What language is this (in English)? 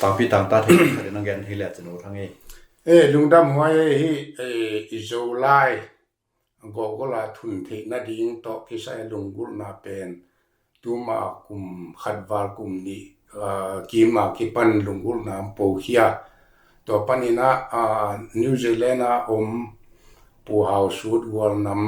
Tedim Chin